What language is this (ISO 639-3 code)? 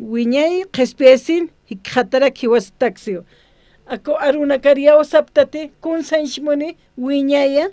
aym